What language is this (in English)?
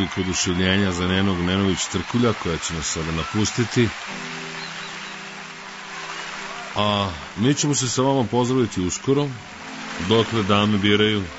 Serbian